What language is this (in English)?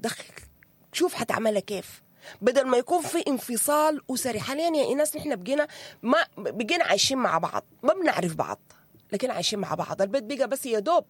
Sudanese Arabic